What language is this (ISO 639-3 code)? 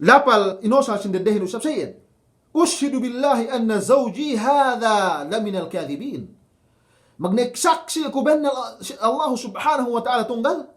yka